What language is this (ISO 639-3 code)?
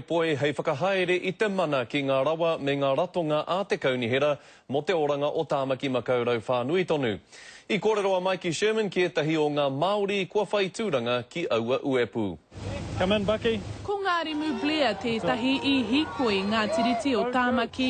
mri